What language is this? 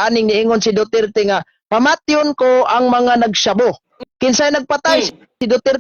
Cebuano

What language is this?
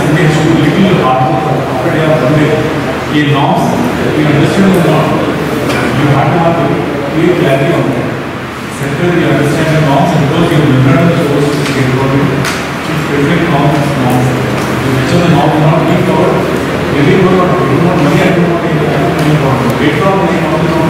Hindi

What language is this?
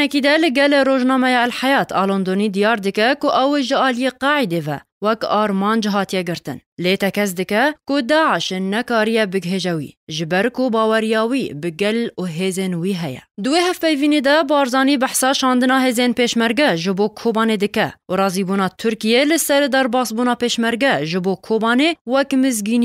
Kurdish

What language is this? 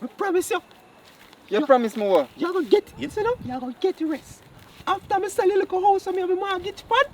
Jamaican Creole English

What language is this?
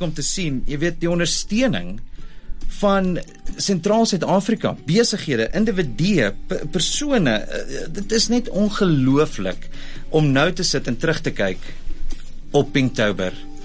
Afrikaans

